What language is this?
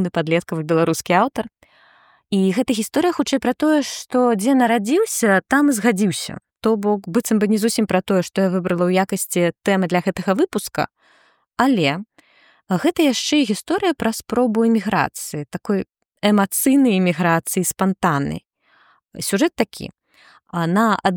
Belarusian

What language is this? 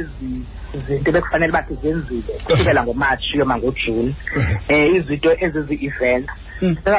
Xhosa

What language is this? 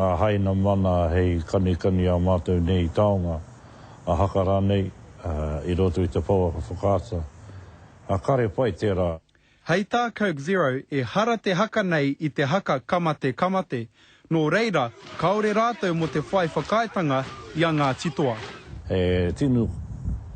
Māori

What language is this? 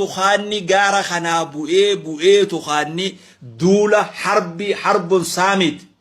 Oromo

